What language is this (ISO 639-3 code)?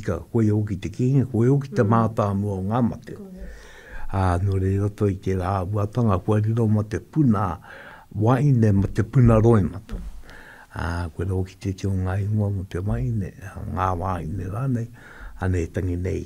mri